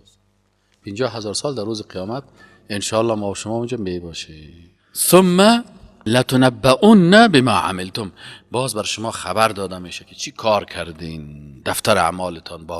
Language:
Persian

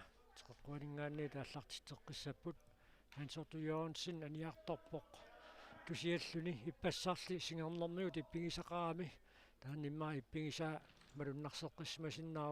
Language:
Kalaallisut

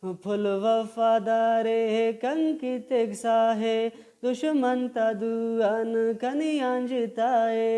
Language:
Brahui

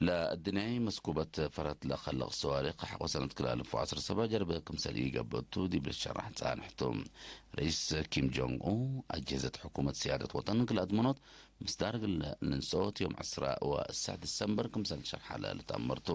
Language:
Tigre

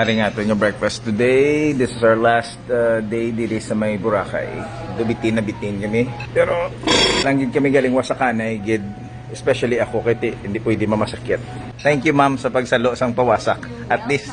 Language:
Hiligaynon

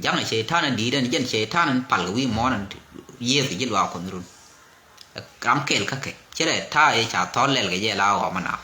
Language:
Nuer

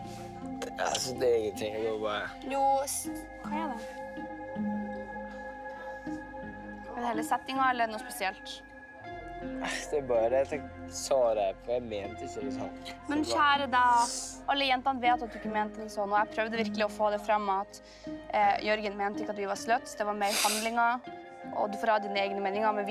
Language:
Norwegian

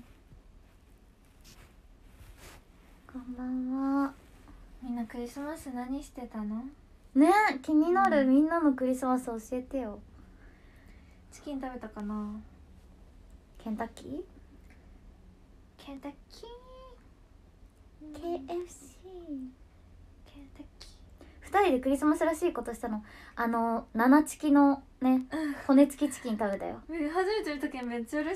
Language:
Japanese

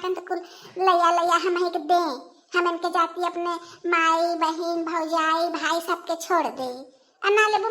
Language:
Bhojpuri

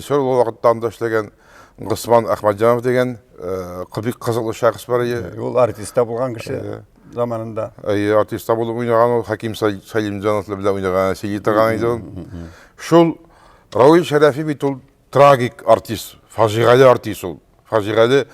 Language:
Tatar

